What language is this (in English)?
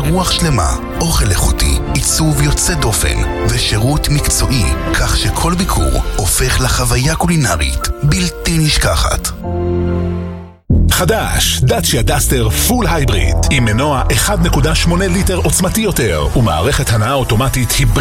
Hebrew